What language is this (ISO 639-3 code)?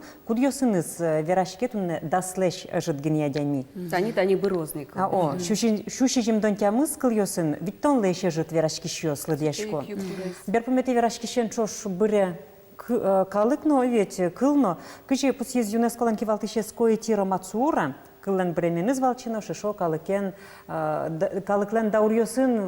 udm